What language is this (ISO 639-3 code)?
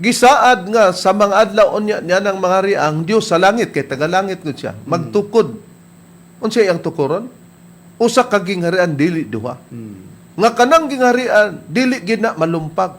ceb